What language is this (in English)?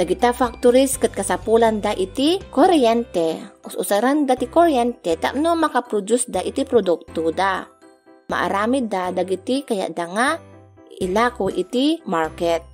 Iloko